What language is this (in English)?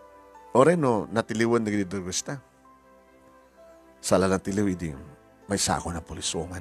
Iloko